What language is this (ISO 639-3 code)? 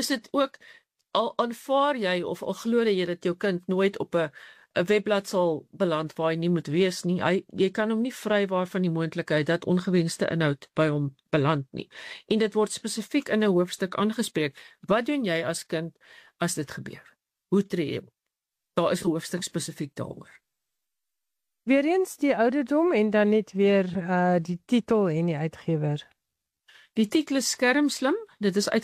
afr